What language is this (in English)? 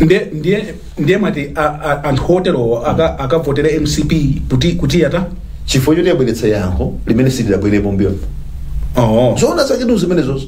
Nyanja